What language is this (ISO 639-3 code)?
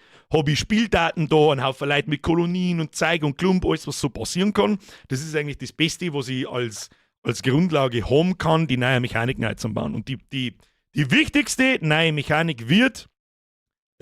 bar